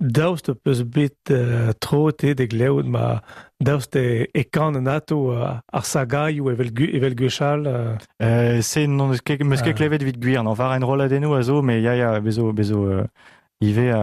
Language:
Breton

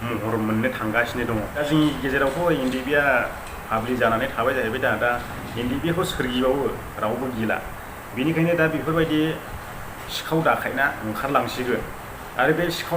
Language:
Bodo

